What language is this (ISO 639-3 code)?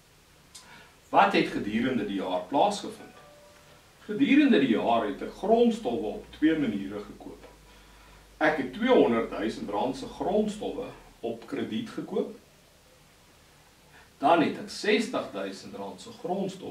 afr